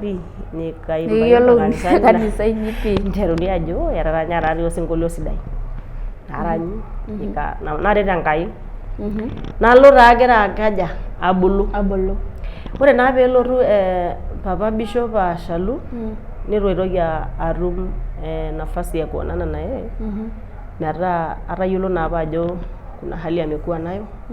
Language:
Masai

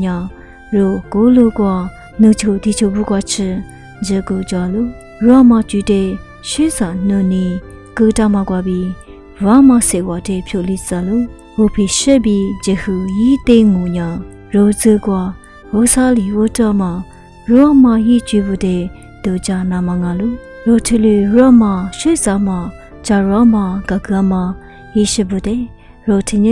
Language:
Lisu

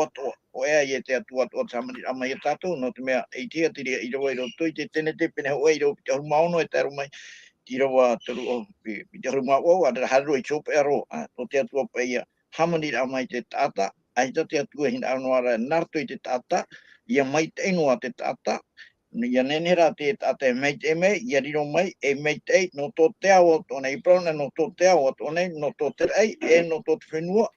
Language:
Tahitian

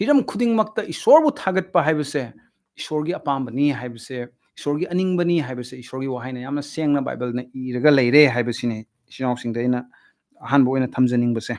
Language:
Manipuri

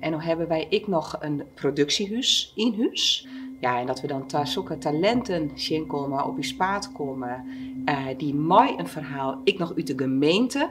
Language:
Western Frisian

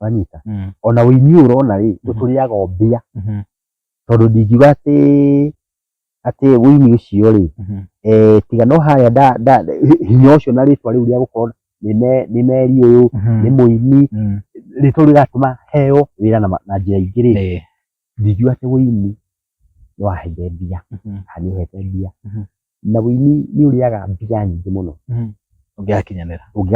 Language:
Kikuyu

